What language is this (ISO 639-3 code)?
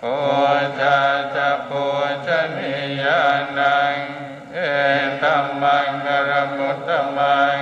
pli